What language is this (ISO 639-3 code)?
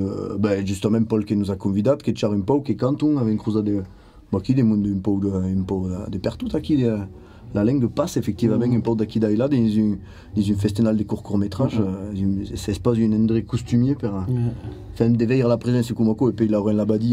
oci